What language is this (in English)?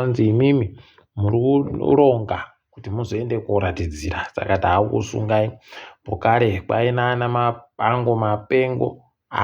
Ndau